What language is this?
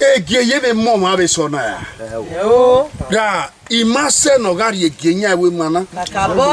Bini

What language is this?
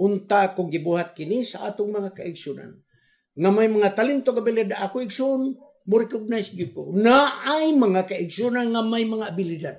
Cebuano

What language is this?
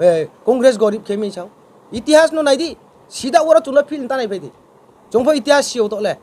Riang (India)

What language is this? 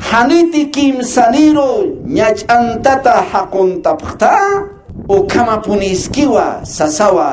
Aymara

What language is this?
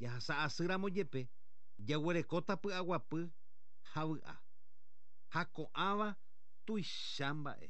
Guarani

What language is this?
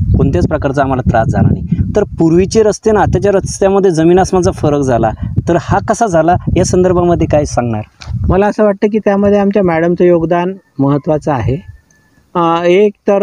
Marathi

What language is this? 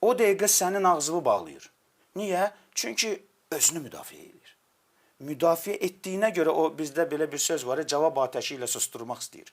Azerbaijani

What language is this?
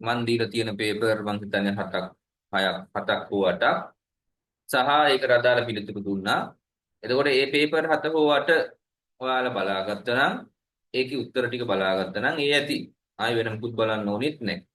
Sinhala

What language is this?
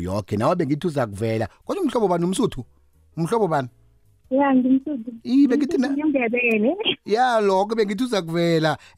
South Ndebele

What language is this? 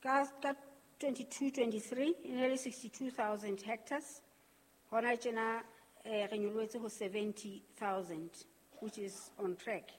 Southern Sotho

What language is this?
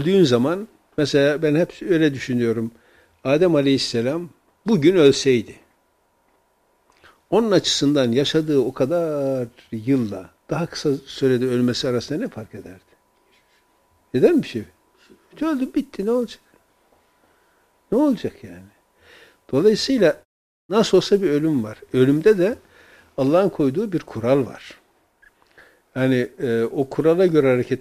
Turkish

